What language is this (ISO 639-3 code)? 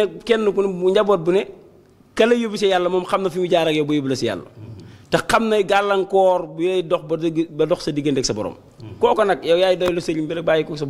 wol